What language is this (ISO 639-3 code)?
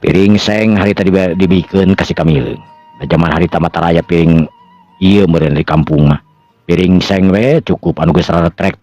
sun